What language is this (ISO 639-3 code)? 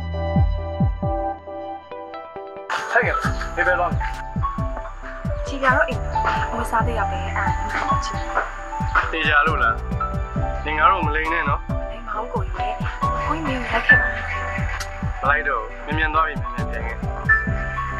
mya